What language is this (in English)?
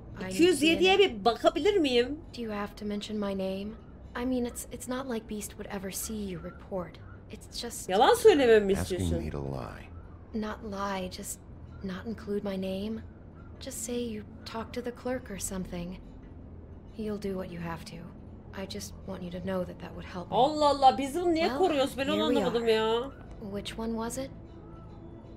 Turkish